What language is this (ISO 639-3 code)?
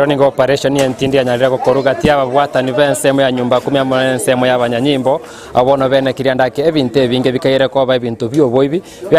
guz